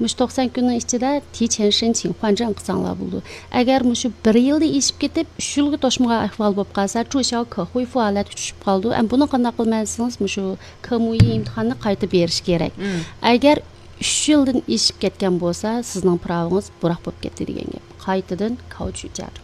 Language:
Uyghur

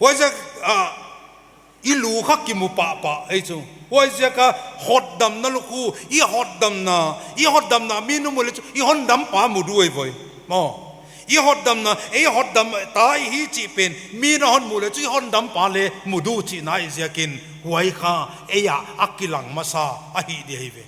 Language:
Paite Chin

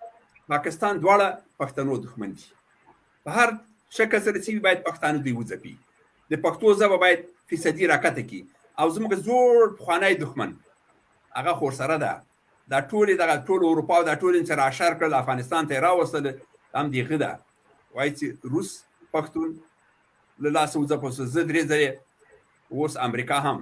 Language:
Pashto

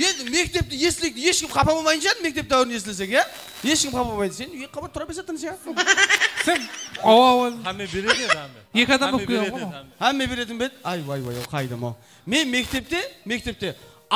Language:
Kara-Kalpak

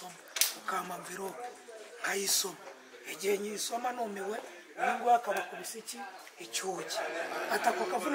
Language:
Kinyarwanda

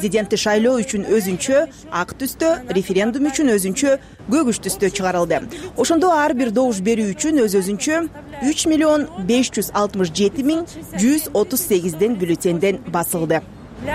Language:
Kyrgyz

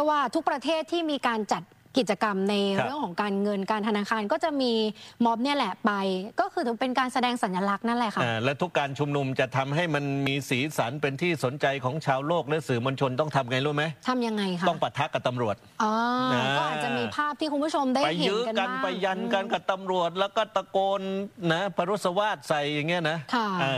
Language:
Thai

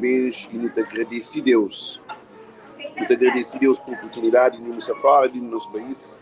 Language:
Kabuverdianu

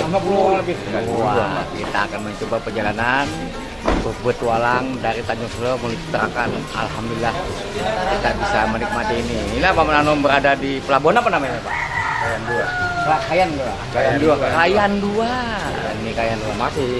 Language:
Banjar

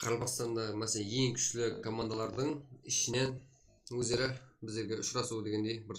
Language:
Kara-Kalpak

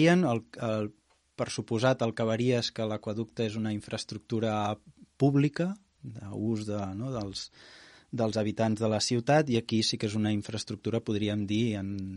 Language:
Catalan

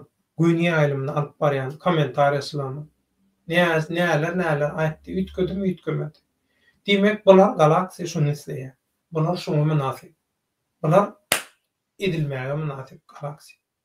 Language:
Turkmen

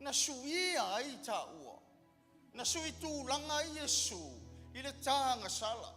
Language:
Samoan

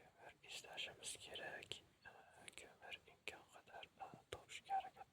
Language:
Uzbek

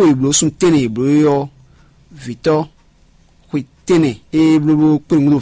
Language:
Fon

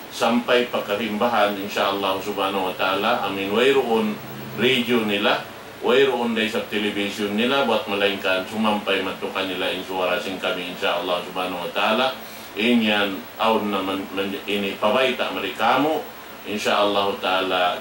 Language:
Tausug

